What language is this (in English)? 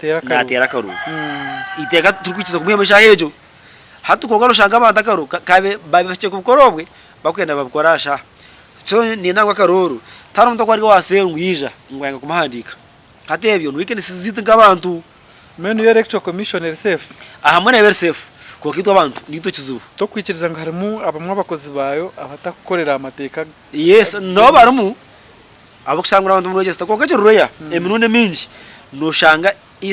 Nyankole